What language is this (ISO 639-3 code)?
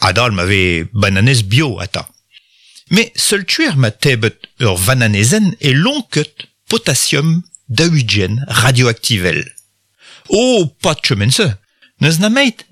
bre